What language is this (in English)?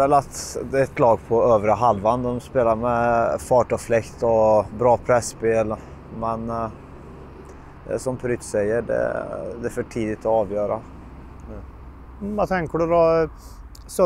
Swedish